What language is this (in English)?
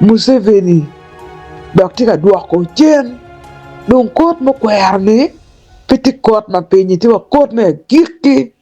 Acoli